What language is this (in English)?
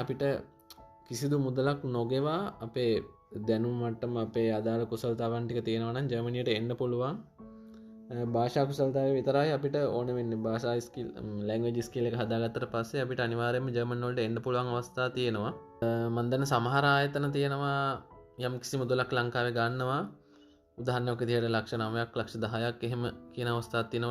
Sinhala